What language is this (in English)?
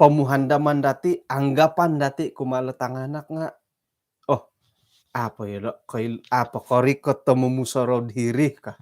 Central Dusun